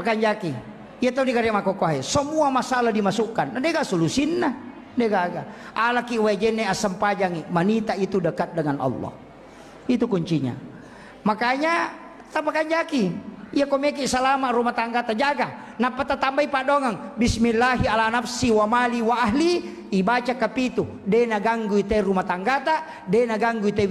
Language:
Buginese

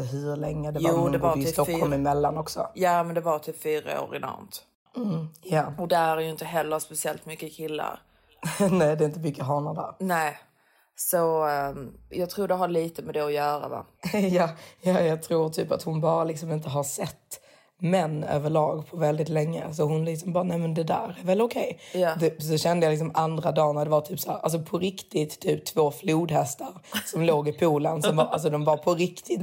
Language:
Swedish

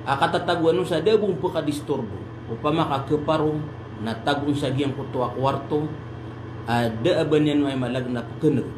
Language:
Maranao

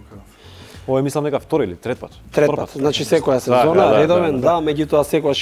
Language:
Macedonian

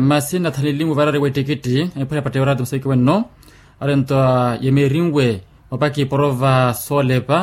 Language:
Makhuwa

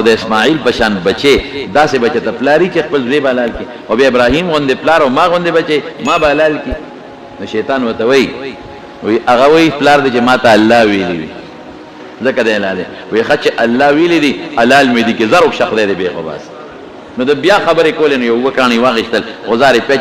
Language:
Pashto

